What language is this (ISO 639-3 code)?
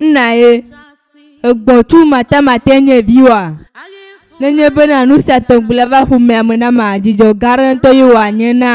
ewe